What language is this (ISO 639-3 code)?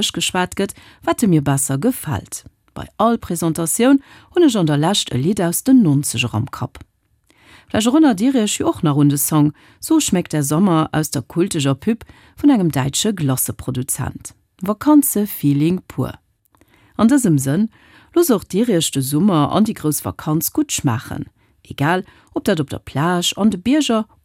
ltz